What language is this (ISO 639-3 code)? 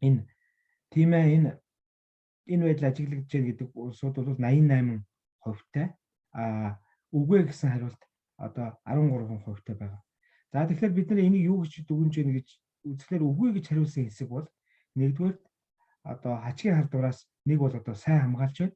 mon